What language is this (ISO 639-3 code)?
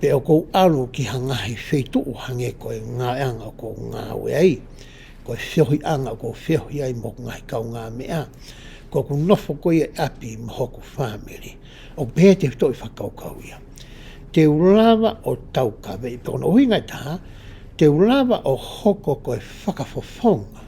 ton